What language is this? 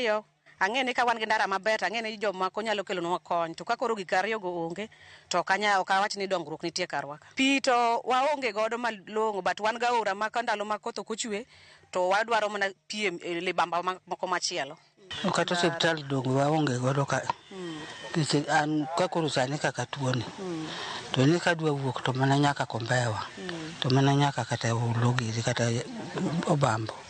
Luo (Kenya and Tanzania)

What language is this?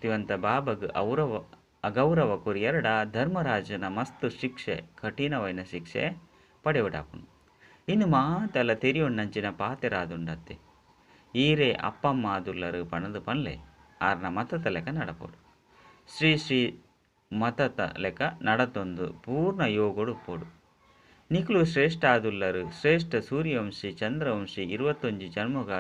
Tulu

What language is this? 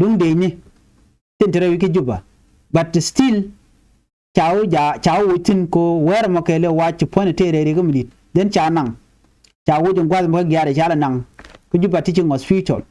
Nuer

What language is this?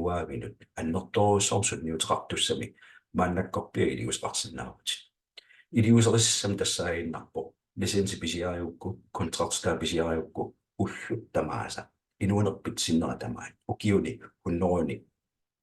Kalaallisut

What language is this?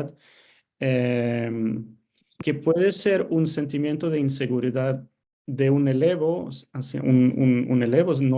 Ladino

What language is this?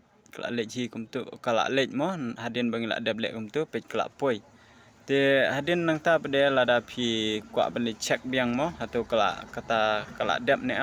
Khasi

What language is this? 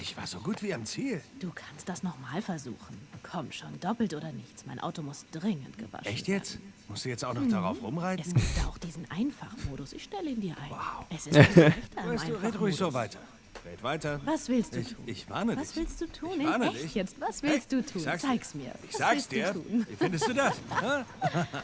Swiss German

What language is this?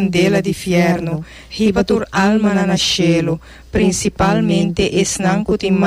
Papiamento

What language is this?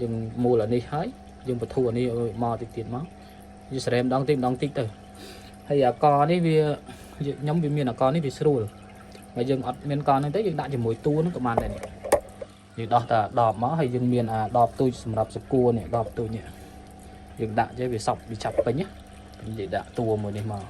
Khmer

